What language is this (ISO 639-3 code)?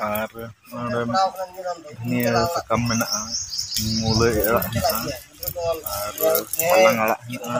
sat